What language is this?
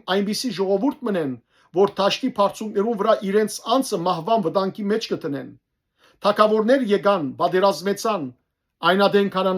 Western Armenian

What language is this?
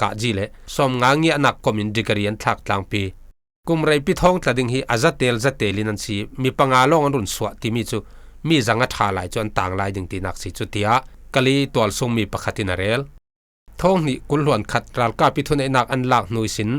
Falam Chin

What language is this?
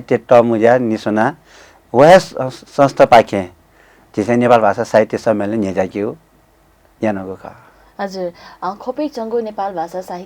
Newari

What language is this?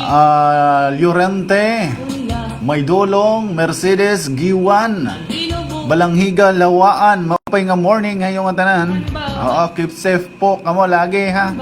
Waray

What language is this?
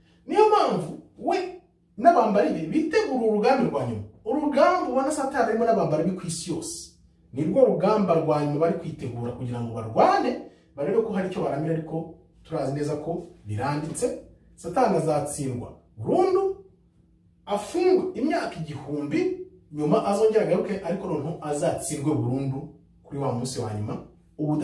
Kinyarwanda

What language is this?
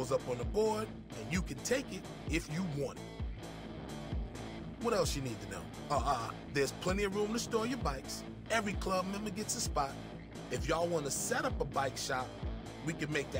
English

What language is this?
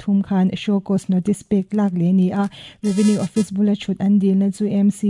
Mizo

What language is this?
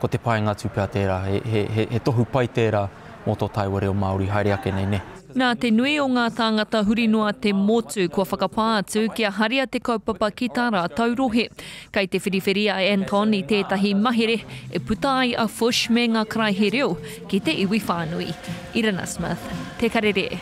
Māori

